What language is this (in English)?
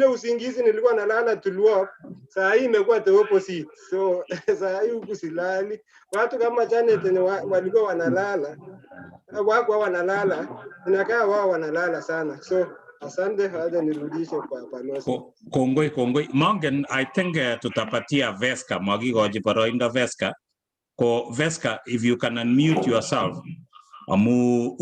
Kalenjin